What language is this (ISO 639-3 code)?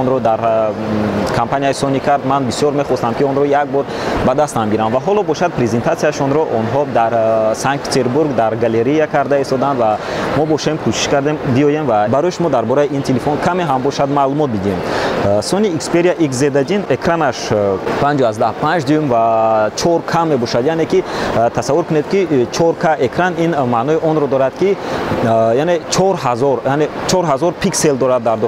tgk